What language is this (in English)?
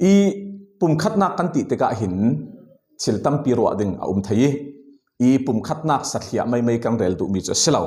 Falam Chin